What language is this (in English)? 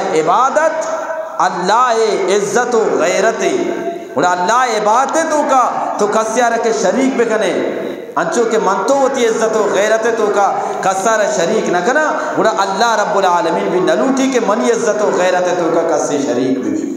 Eastern Balochi